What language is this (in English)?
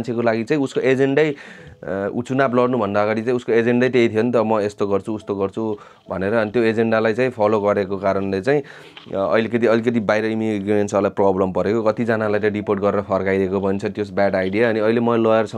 Nepali